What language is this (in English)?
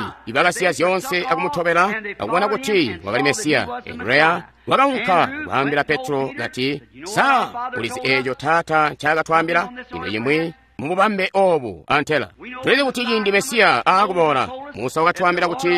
Tonga (Zambia)